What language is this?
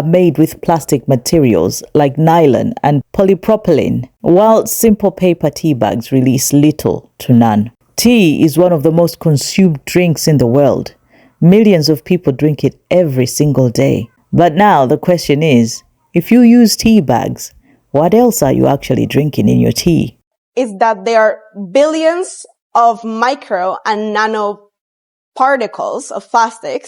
English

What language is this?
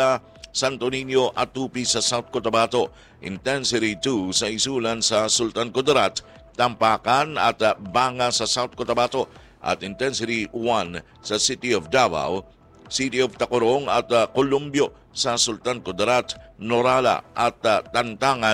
Filipino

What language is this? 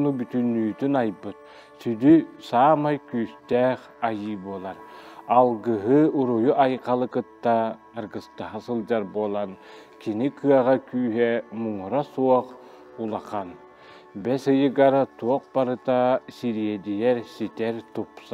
Yakut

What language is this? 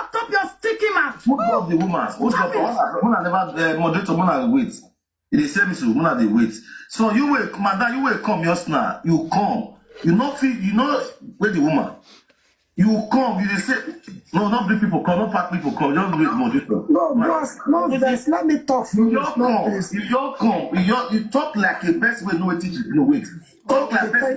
Nigerian Pidgin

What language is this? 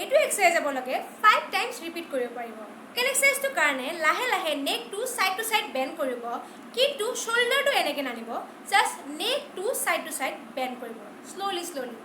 Assamese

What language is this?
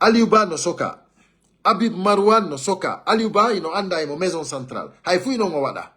Fula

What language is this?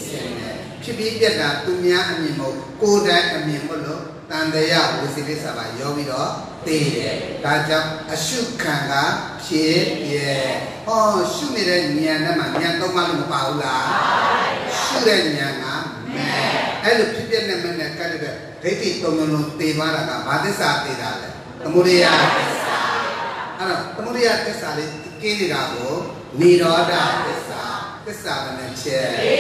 Burmese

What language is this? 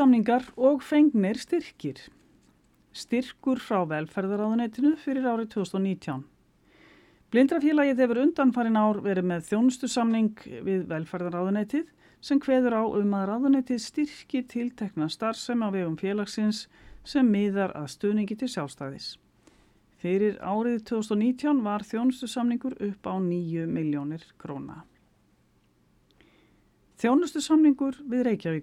Icelandic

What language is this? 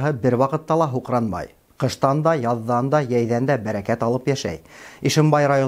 Bashkir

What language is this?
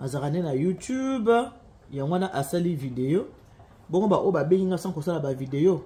Lingala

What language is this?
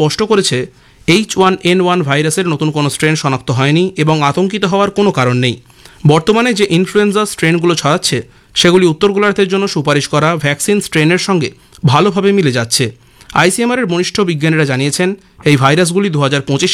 Bangla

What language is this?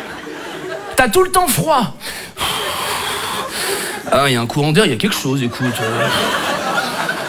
French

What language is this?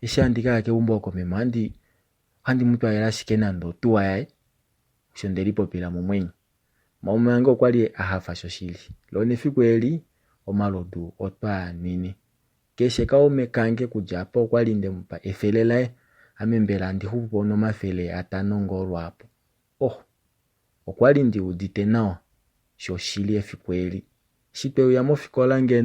Kuanyama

